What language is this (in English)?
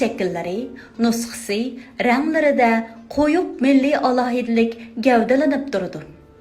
Uyghur